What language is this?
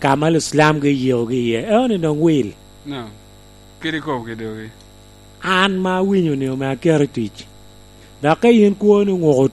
Lango (Uganda)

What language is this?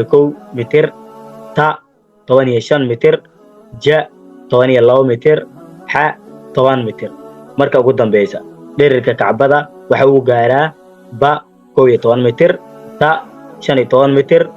Somali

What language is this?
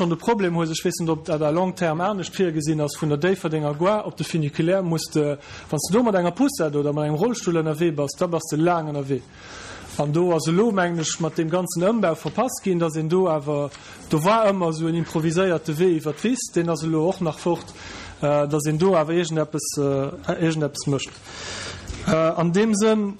Luxembourgish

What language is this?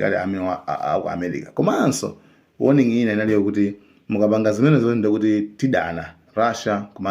Nyanja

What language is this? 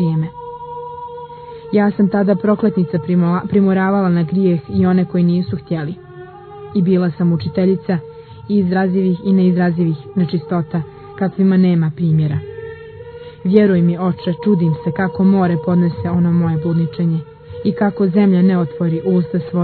Serbian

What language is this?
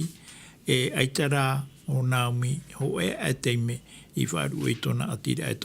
Tahitian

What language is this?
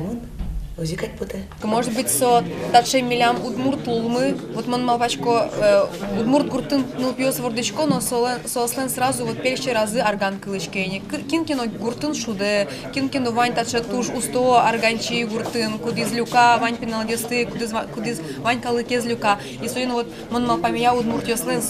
Udmurt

